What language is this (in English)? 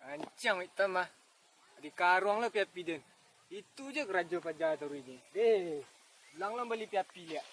Minangkabau